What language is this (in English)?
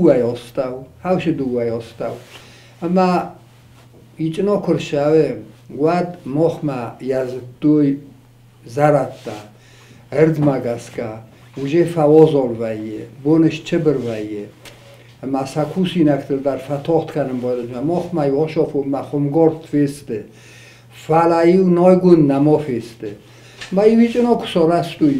Ossetic